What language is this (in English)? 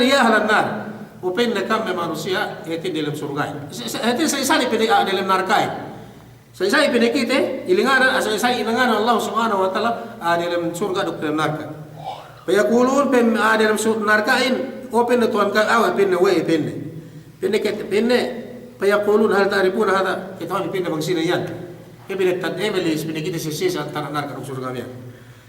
Yakan